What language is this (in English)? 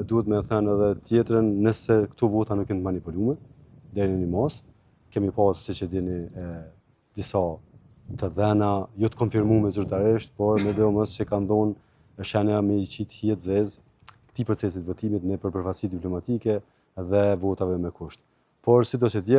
Albanian